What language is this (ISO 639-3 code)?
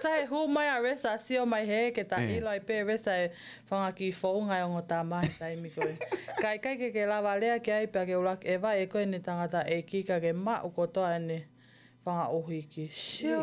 ton